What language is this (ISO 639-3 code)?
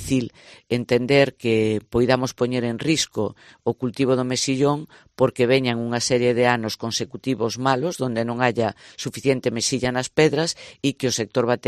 glg